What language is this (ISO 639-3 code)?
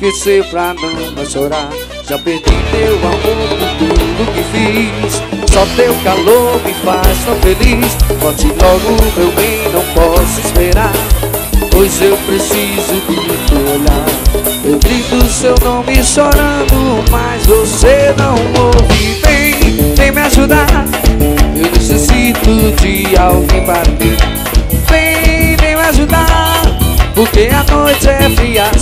por